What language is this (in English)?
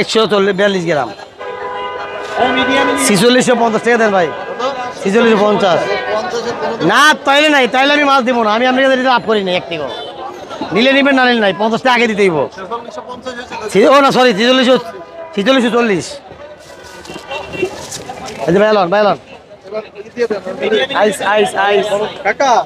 Bangla